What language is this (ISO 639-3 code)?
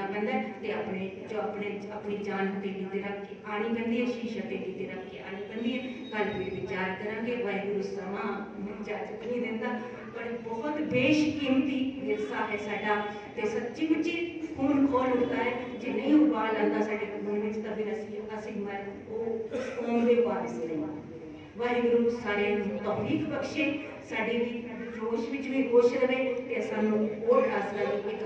pan